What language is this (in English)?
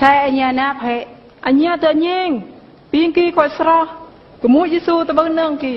Eastern Bru